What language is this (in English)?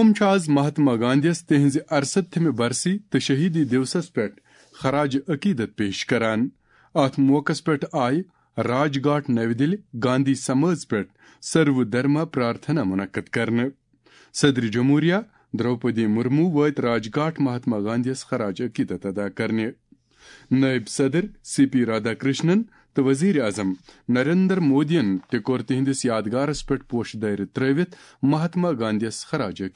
Kashmiri